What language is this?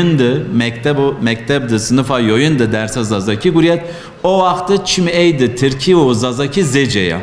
Zaza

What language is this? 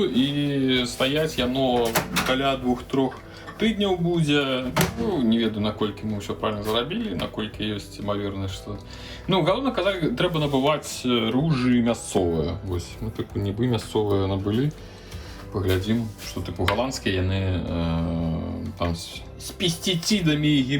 Belarusian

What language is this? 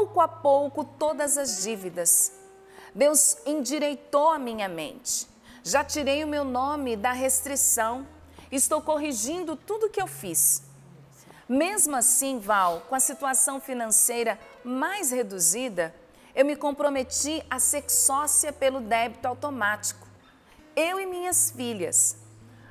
Portuguese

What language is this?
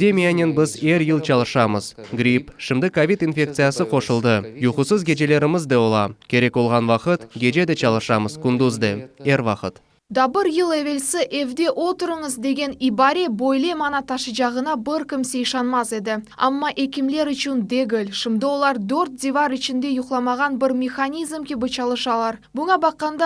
Crimean Tatar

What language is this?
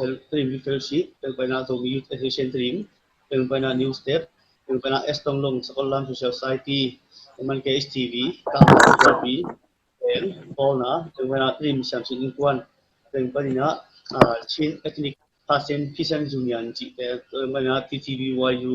Tedim Chin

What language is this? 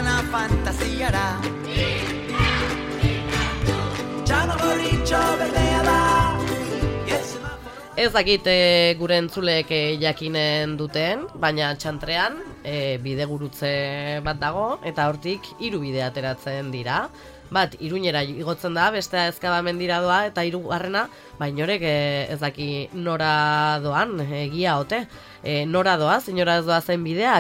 Basque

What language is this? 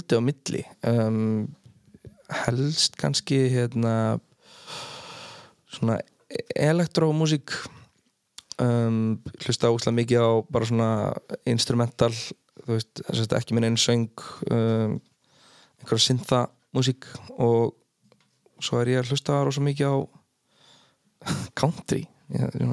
Icelandic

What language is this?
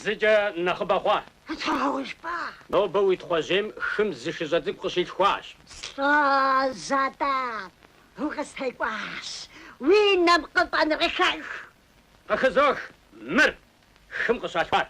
Kabardian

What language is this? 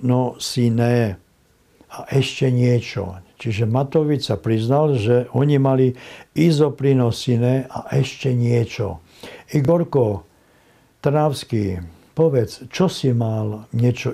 Slovak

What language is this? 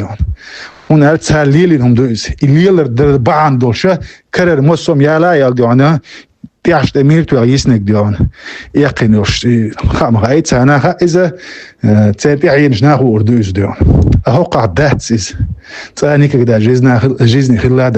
Chechen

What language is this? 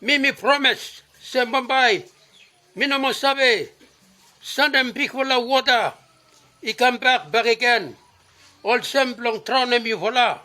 Bislama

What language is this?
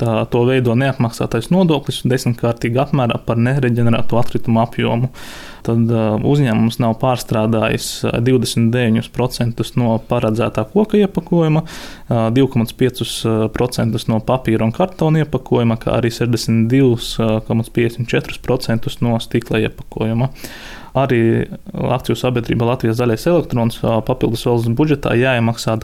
Latvian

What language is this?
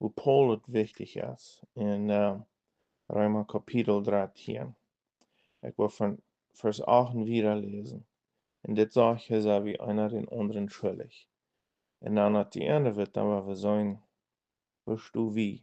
Plautdietsch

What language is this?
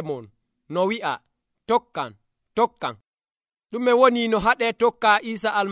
Nigerian Fulfulde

